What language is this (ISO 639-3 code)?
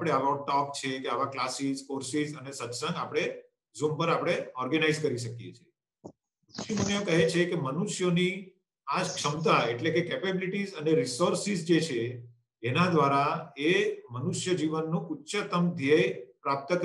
guj